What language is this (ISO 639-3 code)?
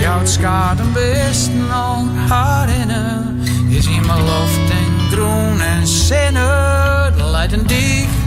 fry